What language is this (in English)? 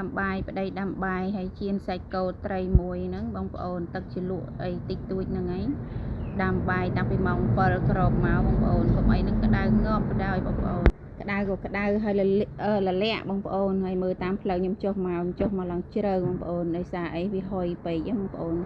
Khmer